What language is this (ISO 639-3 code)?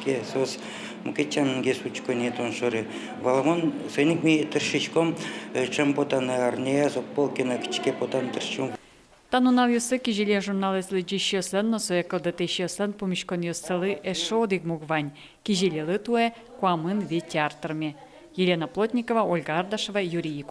udm